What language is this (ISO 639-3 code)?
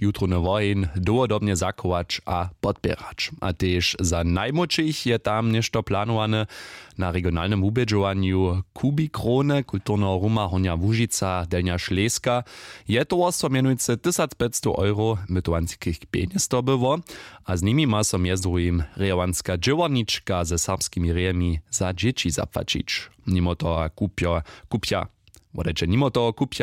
hsb